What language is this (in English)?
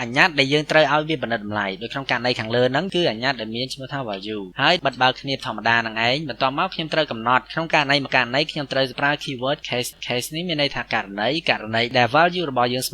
Khmer